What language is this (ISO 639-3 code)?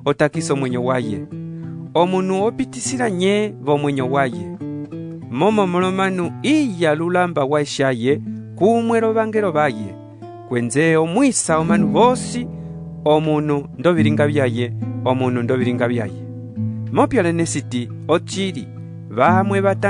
umb